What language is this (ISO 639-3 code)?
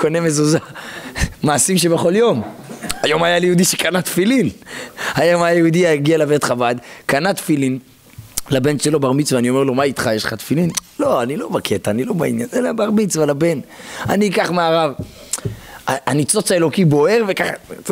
heb